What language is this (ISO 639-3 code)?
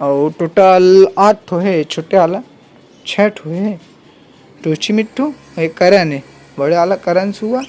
hne